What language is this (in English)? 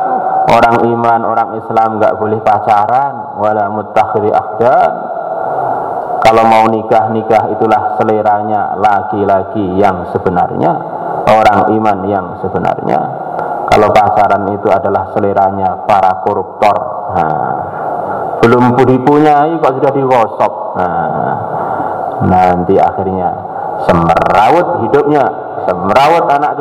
Indonesian